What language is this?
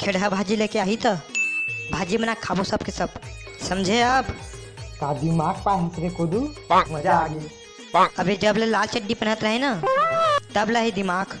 Chhattisgarhi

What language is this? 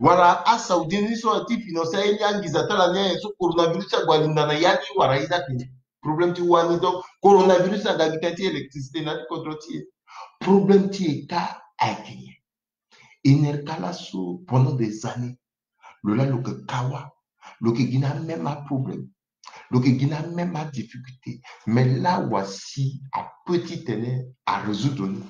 Sango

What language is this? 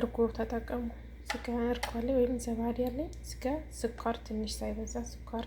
Amharic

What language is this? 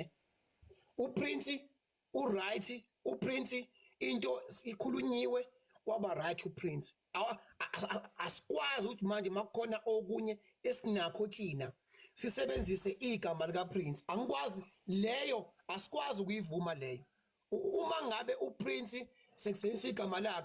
Zulu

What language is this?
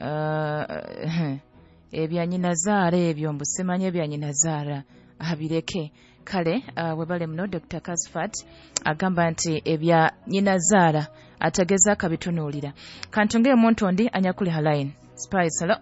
Nyoro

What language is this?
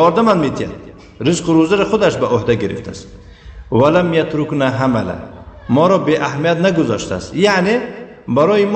Tajik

